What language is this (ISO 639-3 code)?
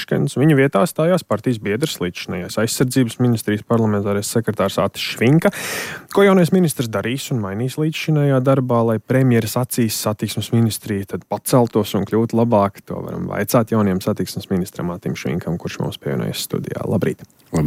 lav